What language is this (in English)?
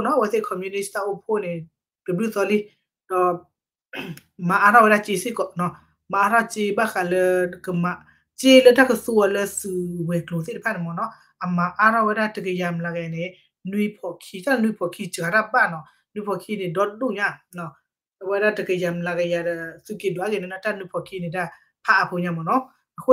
S'gaw Karen